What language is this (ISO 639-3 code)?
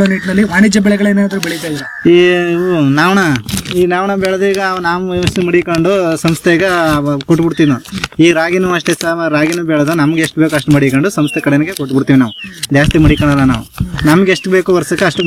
kan